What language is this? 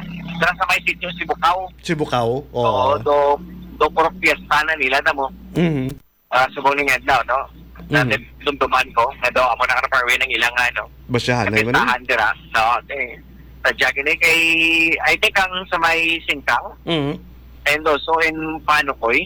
Hiligaynon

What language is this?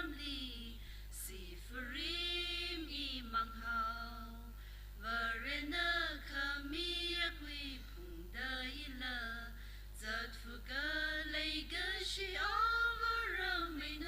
Tangkhul Naga (India)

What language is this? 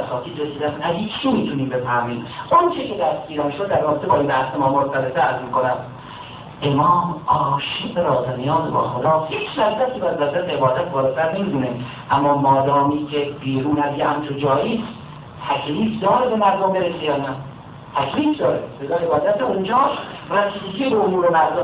Persian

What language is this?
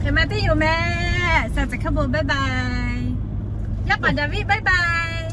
Lahu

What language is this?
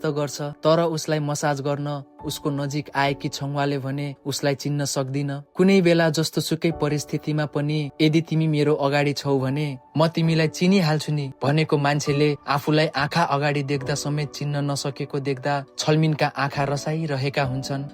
Nepali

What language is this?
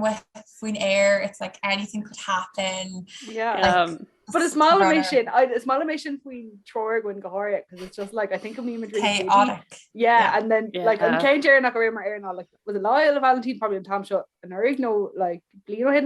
Irish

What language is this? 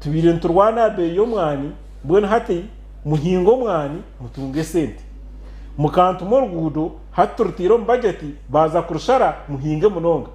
Nyankole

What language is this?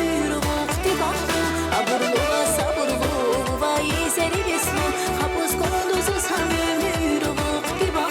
Tabassaran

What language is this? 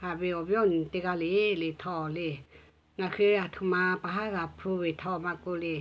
Lahu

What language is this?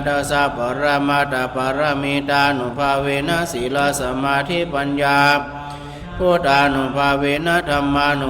Pali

